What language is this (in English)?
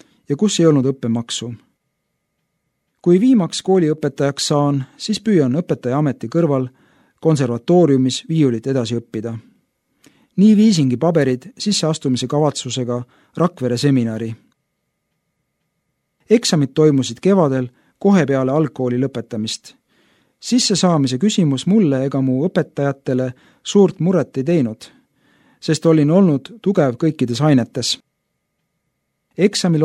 Estonian